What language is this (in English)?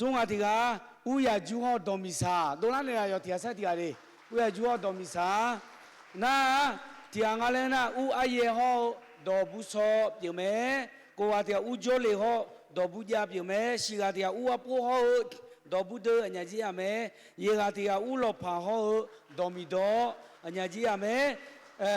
Akha